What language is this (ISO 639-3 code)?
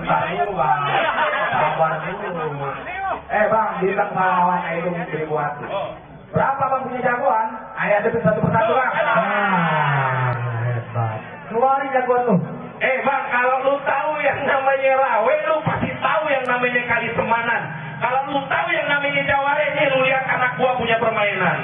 bew